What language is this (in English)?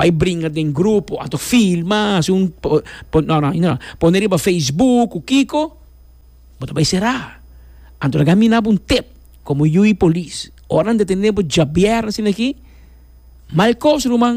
Papiamento